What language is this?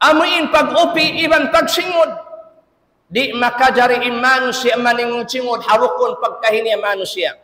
Tausug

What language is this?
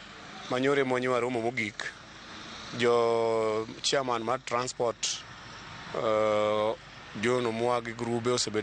Luo (Kenya and Tanzania)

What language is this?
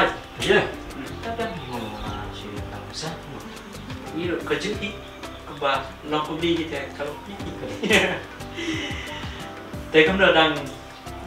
Malay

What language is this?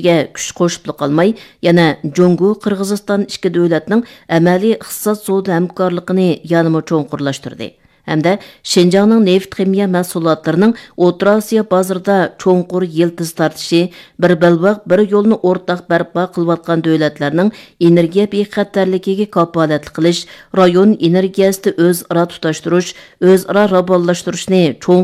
Uyghur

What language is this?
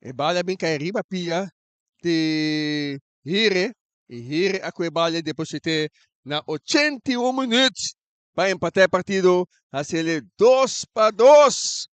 Papiamento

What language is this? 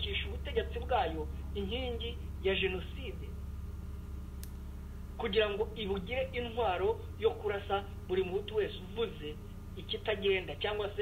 Kinyarwanda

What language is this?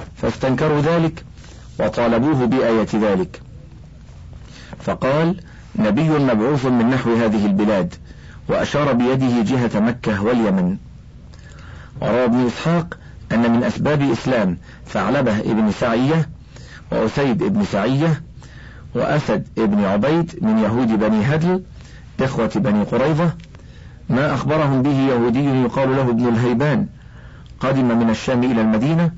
Arabic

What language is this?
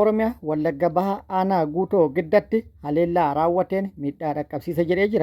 Oromo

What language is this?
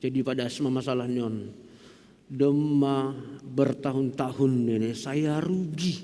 Batak Simalungun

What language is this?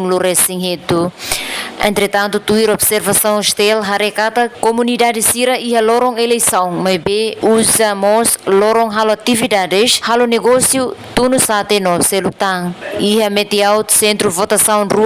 Tetum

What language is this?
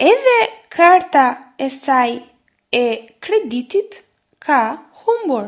Albanian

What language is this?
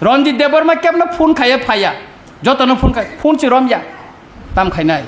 Kok Borok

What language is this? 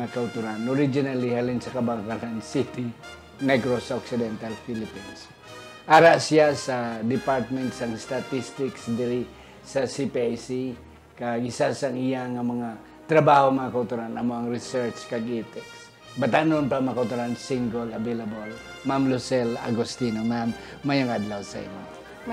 Hiligaynon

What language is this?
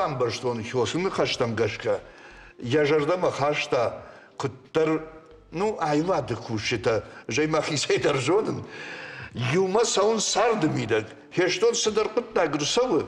Ossetic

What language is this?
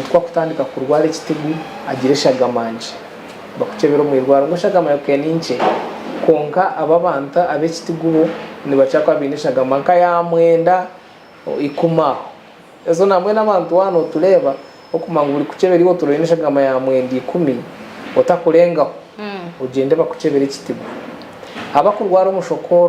Nyankole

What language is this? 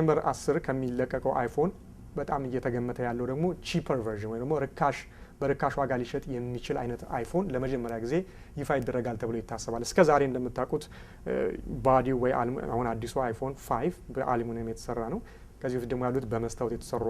Amharic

